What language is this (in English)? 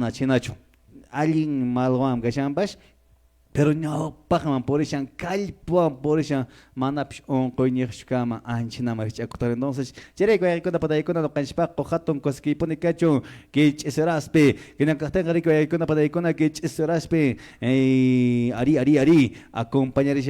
Quechua